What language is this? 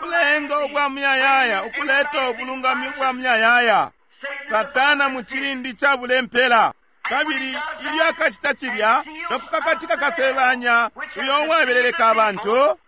Bemba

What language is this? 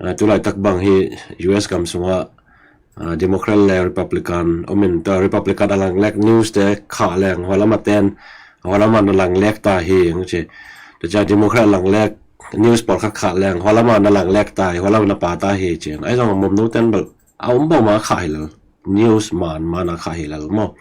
Tedim Chin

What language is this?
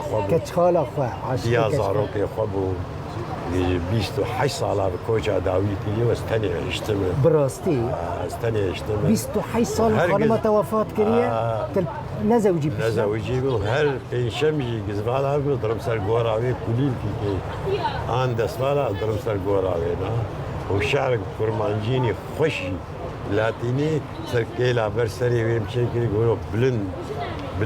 Kurdish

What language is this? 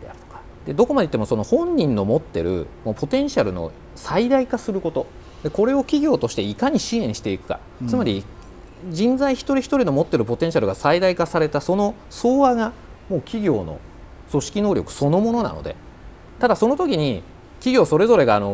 Japanese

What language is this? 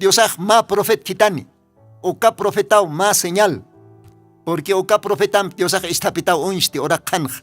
Aymara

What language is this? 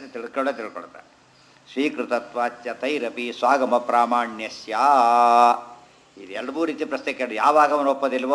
Kannada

